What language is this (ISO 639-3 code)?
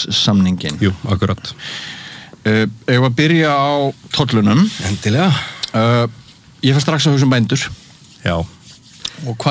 isl